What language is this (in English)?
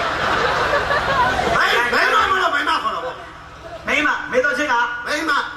Burmese